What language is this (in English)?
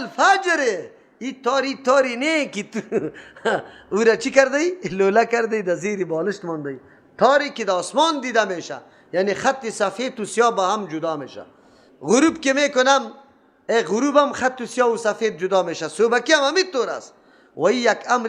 Persian